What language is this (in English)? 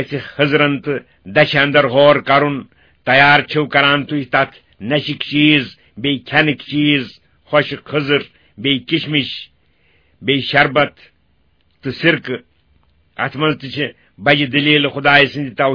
Kashmiri